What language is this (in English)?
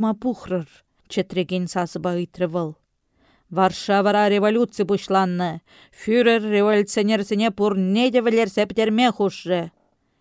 Chuvash